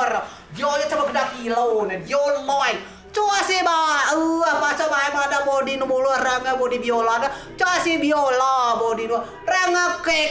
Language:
Rejang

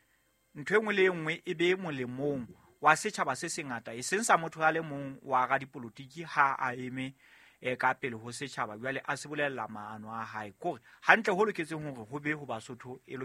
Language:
Southern Sotho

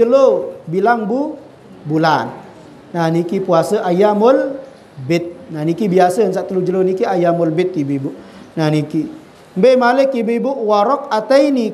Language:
Sasak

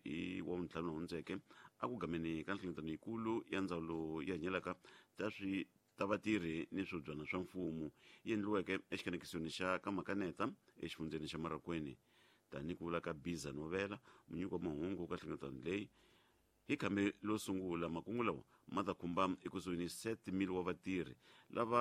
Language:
Tsonga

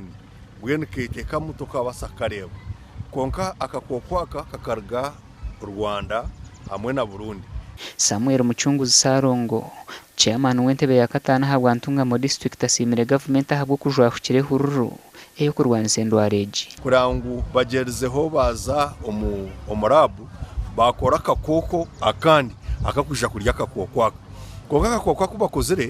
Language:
Nyankole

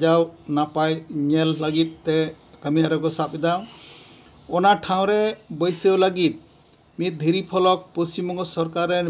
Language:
Santali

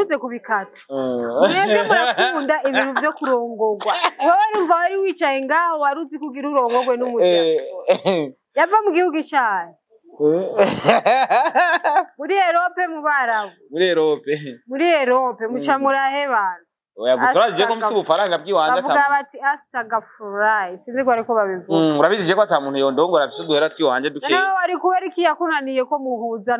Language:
Rundi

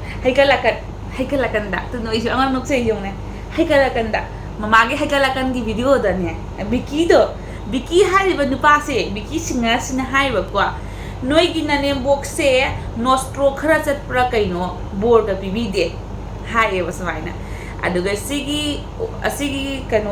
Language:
Manipuri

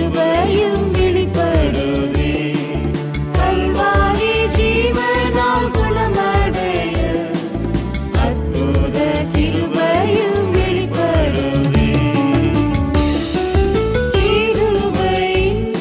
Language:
Tamil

